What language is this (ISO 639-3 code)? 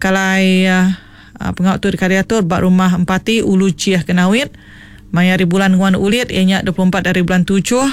iba